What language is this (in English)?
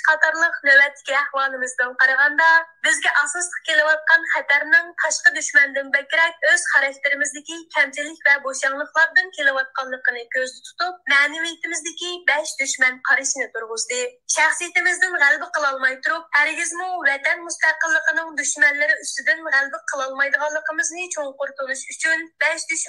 Uyghur